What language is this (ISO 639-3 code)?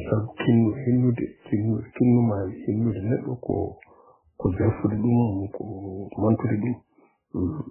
ful